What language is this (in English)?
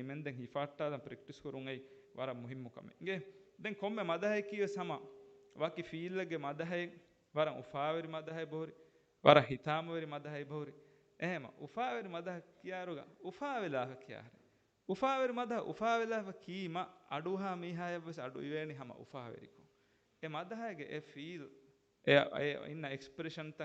Divehi